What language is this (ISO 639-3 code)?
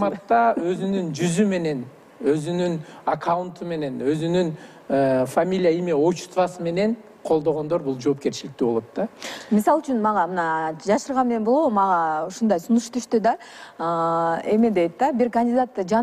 kir